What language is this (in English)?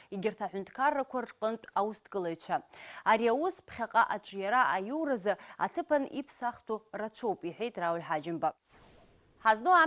Abkhazian